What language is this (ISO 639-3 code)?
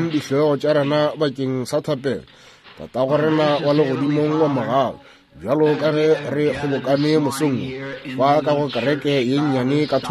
nso